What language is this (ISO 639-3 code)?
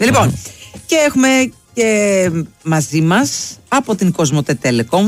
ell